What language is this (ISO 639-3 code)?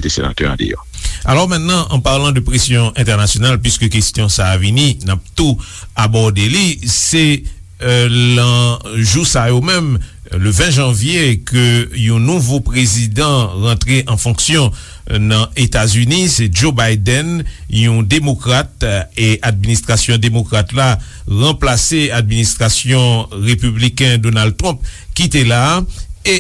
hat